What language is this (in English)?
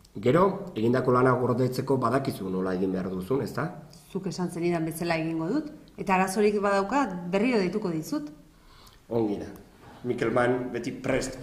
Basque